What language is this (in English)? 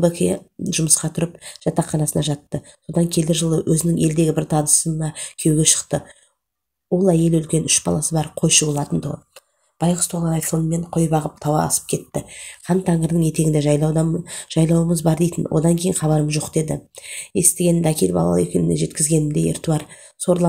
Kazakh